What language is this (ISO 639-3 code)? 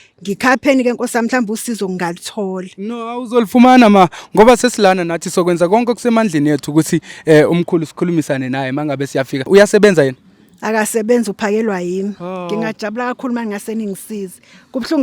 zul